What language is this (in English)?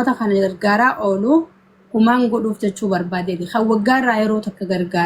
Oromo